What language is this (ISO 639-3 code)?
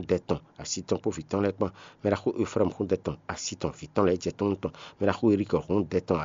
fon